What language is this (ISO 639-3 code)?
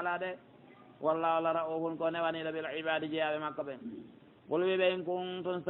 fuf